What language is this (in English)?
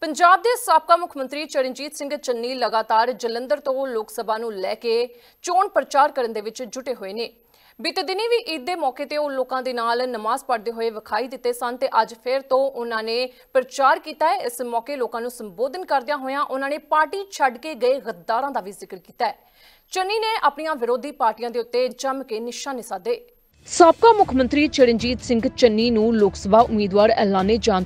Punjabi